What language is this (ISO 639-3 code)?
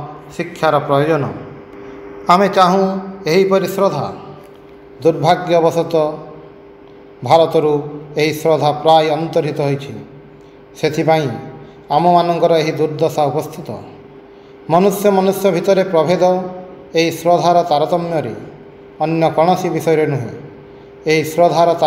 ori